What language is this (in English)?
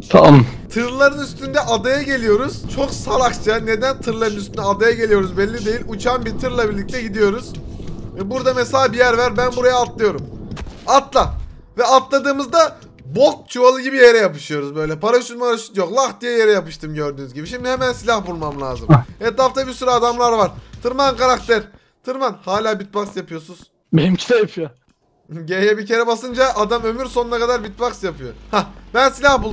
Turkish